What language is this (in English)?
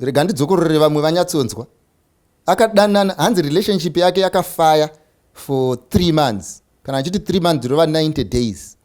Shona